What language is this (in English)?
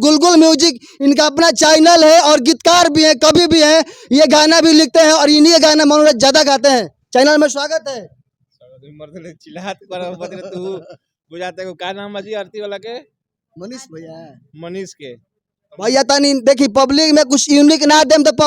Bhojpuri